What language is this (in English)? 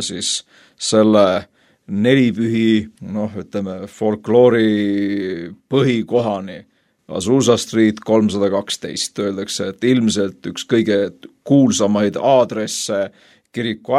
Estonian